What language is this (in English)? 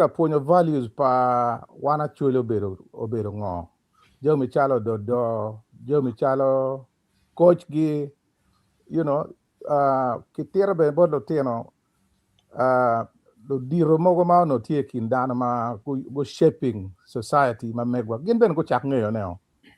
Acoli